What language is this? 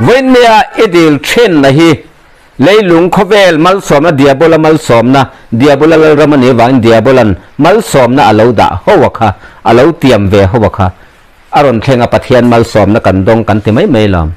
Mizo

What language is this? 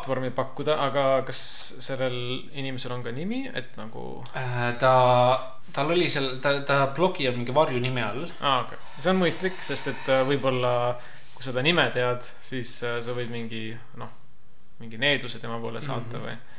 Estonian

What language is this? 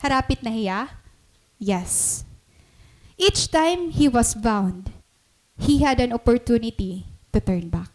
Waray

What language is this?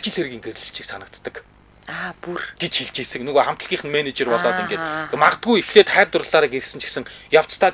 Mongolian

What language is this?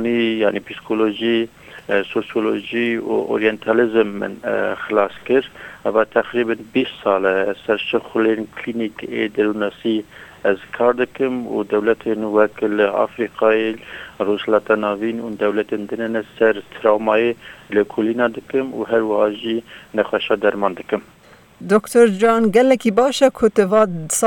Kurdish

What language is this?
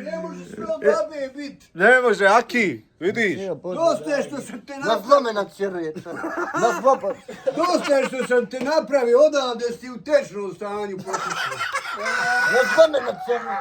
Bosnian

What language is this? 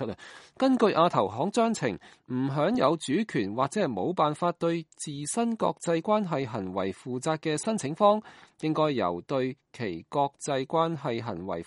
Cantonese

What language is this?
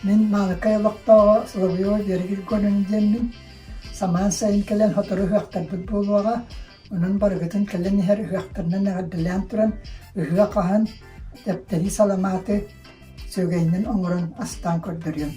Yakut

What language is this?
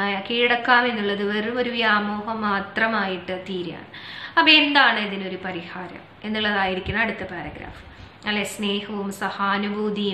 Malayalam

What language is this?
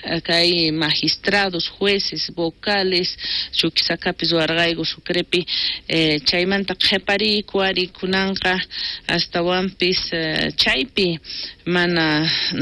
South Bolivian Quechua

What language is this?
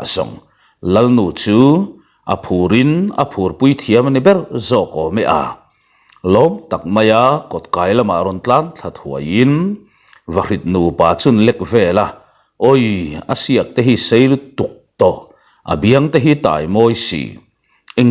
Mizo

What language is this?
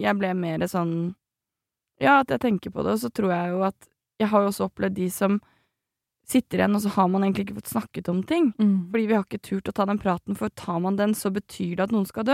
Norwegian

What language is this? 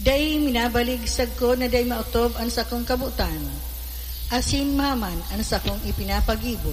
Bikol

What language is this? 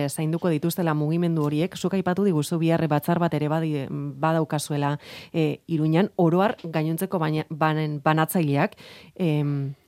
Basque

